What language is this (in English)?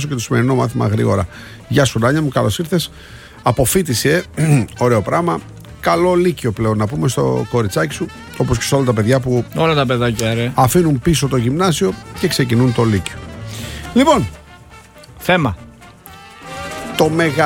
Greek